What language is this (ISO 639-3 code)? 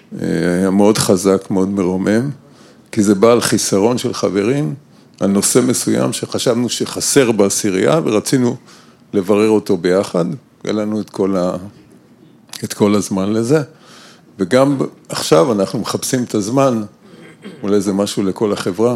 heb